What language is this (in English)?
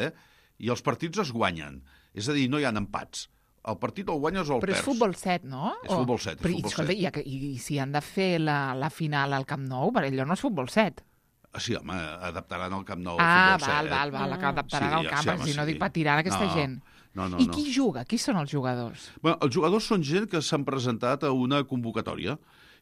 Catalan